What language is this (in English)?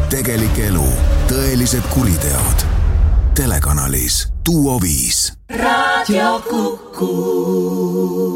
Estonian